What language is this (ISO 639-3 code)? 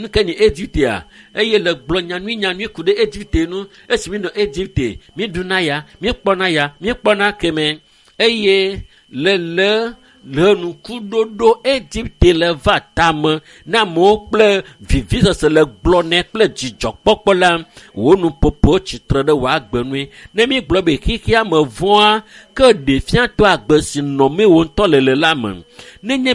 ewe